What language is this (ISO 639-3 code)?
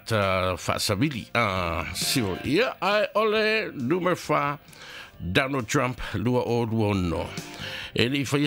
smo